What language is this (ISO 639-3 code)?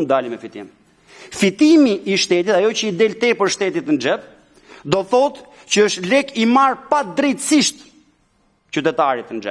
sqi